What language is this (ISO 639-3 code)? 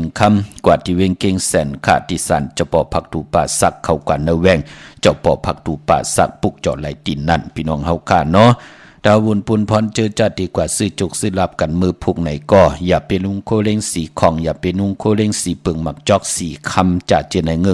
shn